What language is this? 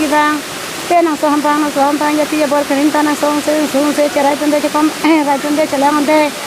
Karbi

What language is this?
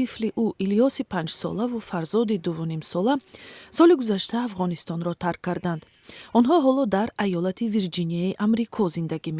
Tajik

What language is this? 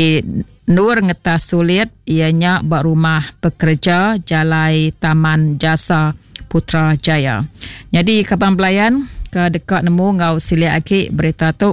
Iban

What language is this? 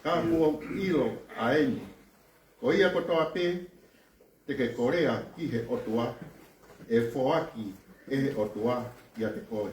Tongan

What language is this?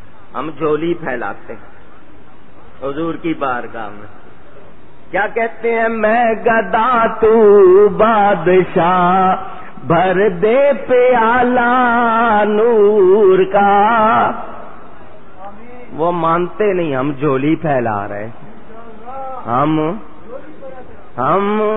Urdu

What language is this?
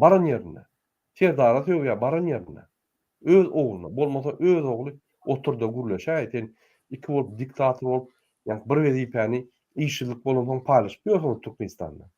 Turkmen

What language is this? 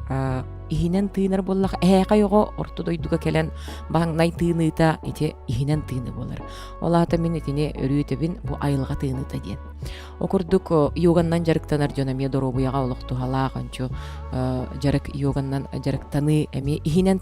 Yakut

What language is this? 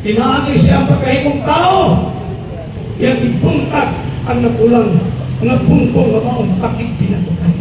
Cebuano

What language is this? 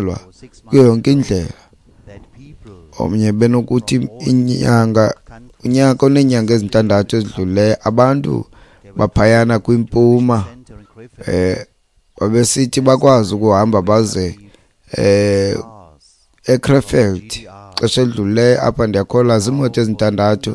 Xhosa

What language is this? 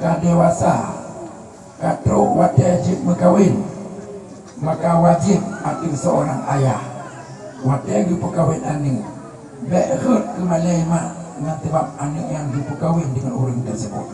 Achinese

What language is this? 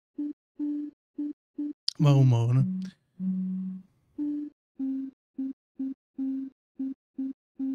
German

